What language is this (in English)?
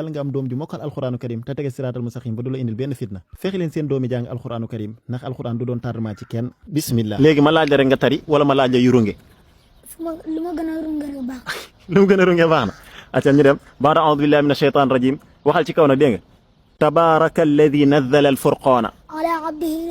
Wolof